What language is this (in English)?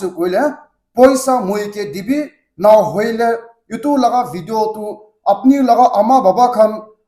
Naga Pidgin